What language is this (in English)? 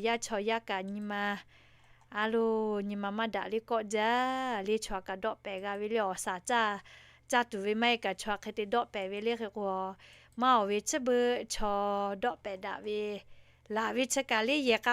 Lahu